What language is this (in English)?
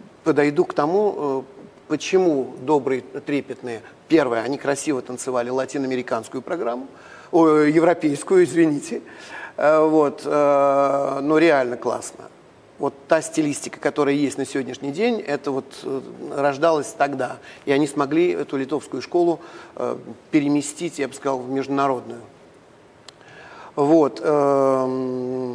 Russian